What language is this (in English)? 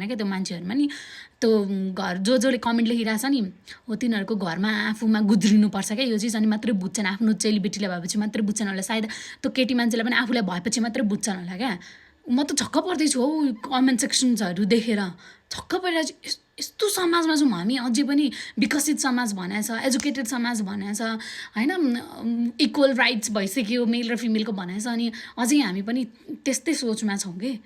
Nepali